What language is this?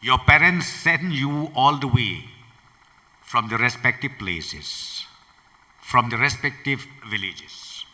Tangkhul Naga (India)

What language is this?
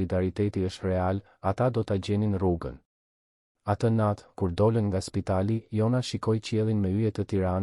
Albanian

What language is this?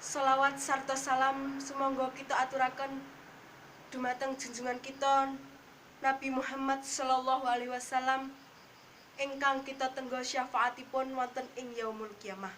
Javanese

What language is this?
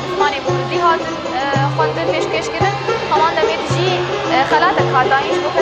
Kurdish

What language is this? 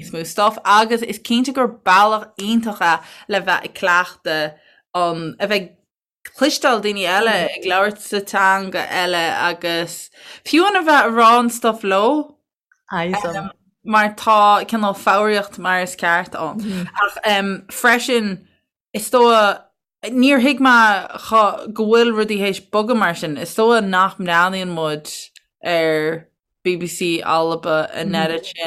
Irish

